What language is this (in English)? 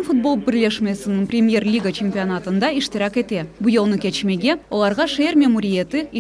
Crimean Tatar